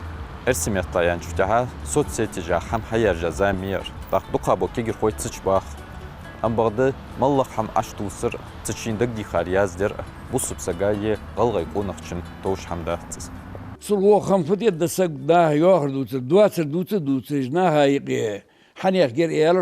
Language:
Ingush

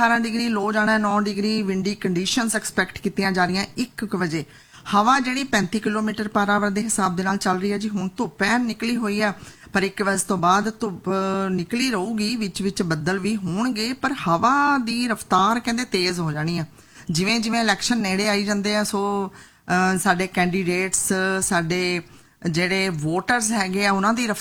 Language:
Punjabi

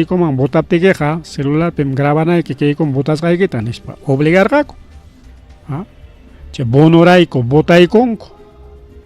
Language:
Ayacucho Quechua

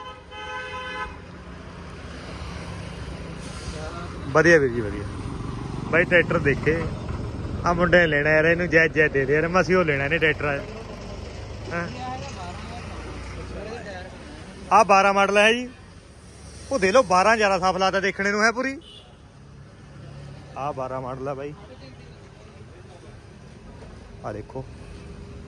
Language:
Punjabi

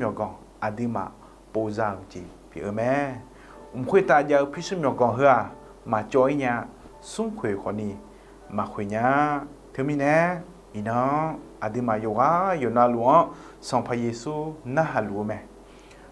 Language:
Akha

